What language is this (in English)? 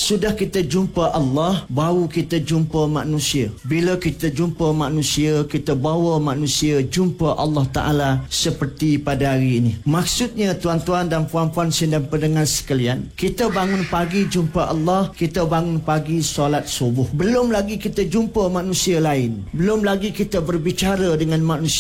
Malay